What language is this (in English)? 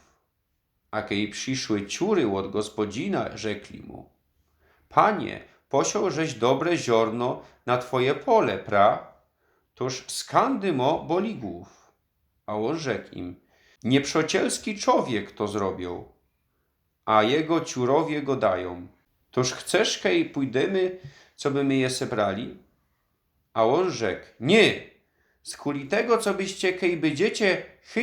Silesian